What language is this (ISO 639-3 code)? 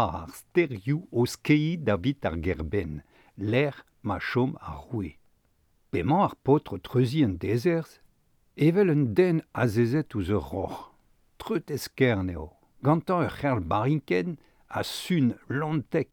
bre